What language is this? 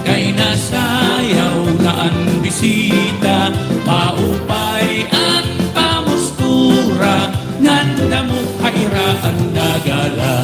Waray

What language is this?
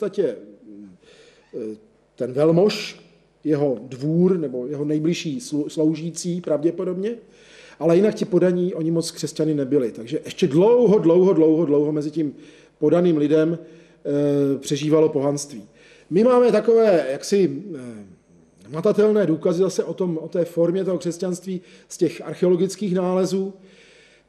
Czech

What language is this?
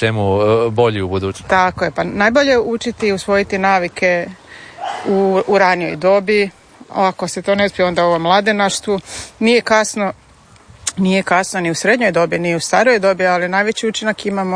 Croatian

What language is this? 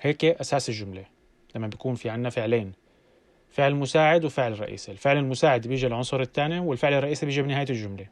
North Levantine Arabic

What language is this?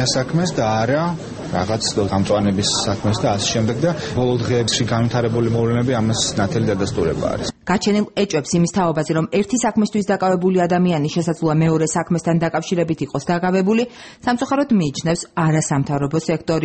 Georgian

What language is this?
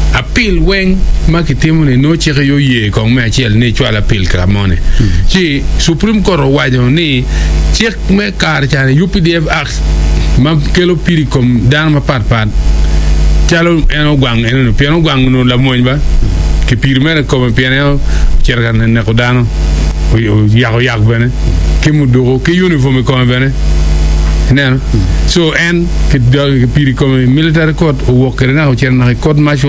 Acoli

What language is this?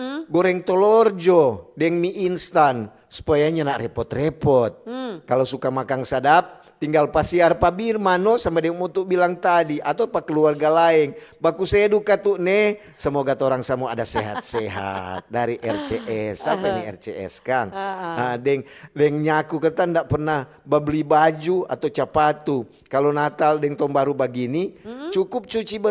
Manado Malay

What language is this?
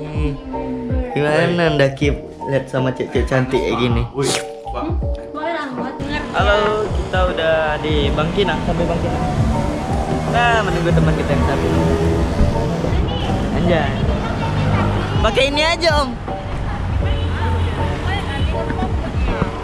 Indonesian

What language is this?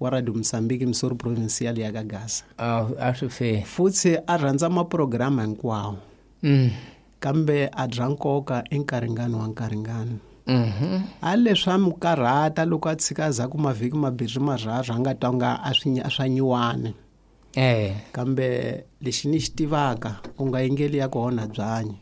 Tsonga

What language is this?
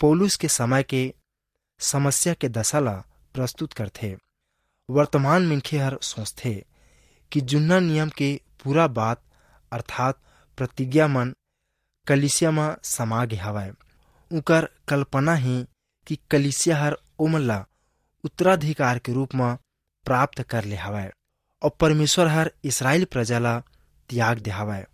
Chhattisgarhi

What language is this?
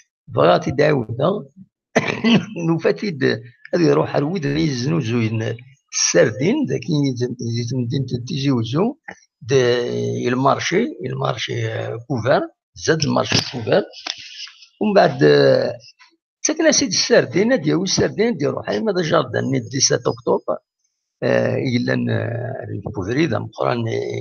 Kabyle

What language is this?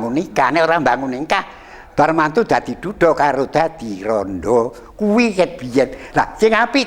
Javanese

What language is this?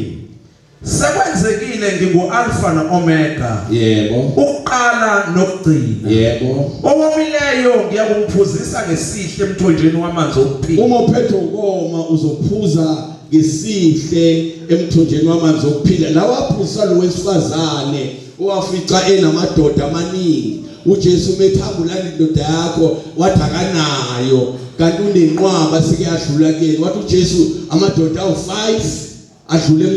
Zulu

